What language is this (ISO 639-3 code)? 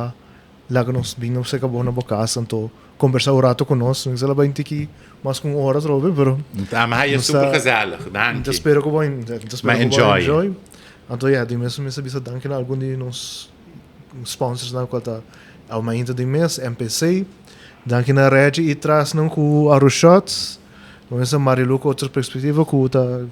pap